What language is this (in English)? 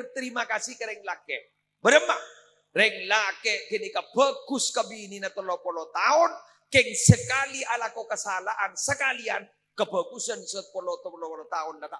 Madurese